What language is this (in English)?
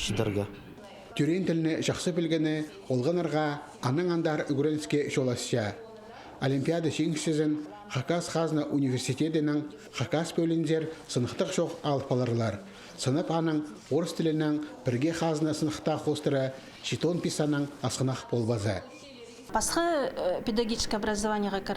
Khakas